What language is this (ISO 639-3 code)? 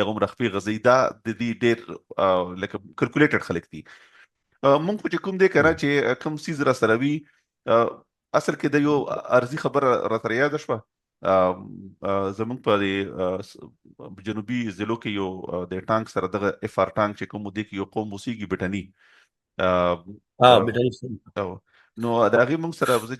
pus